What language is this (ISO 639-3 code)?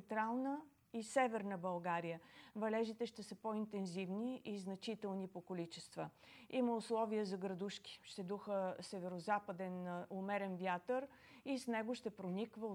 bul